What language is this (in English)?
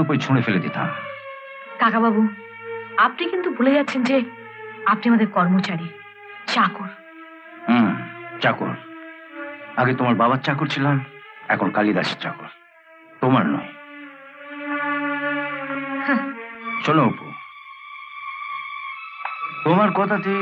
Bangla